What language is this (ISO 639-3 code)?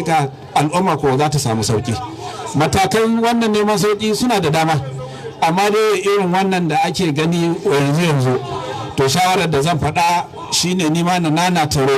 hau